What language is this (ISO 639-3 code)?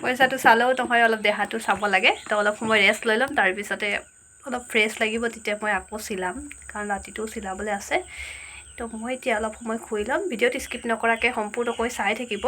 asm